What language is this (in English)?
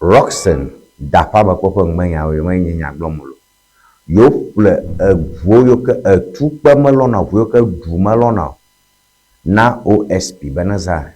Ewe